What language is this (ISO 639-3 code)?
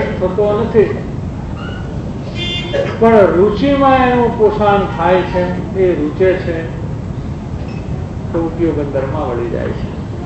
guj